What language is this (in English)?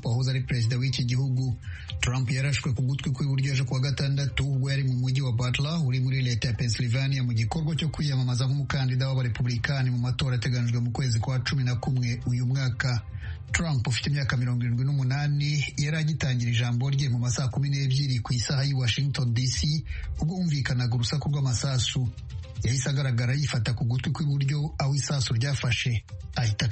Kinyarwanda